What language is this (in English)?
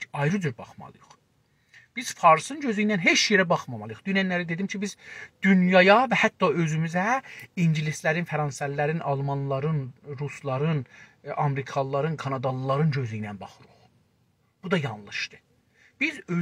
South Azerbaijani